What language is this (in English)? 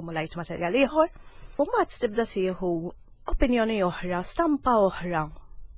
Maltese